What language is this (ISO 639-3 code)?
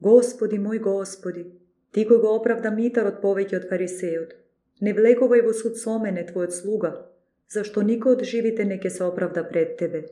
mkd